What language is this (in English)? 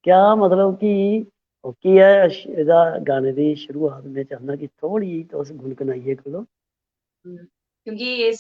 Dogri